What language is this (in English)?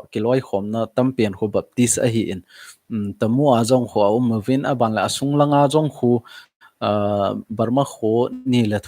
Thado Chin